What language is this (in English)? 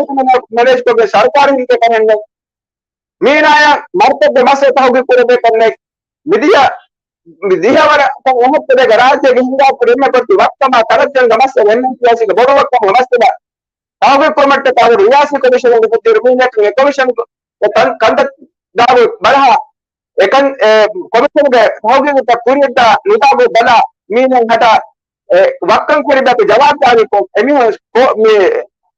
Divehi